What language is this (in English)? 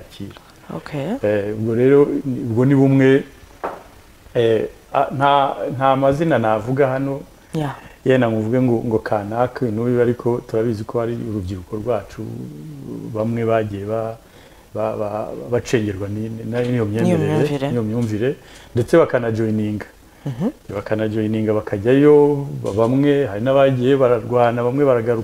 Kinyarwanda